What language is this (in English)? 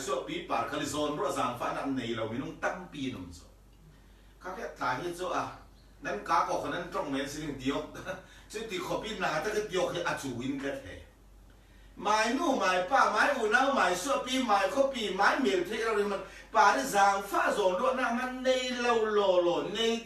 Falam Chin